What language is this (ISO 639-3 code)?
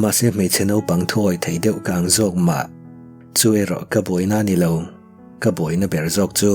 lus